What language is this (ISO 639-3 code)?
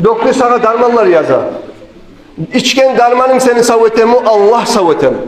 kum